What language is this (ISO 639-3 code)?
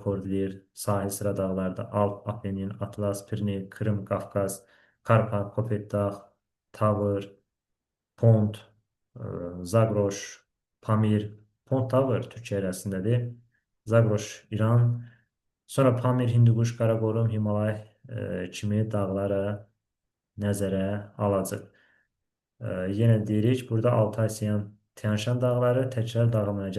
aze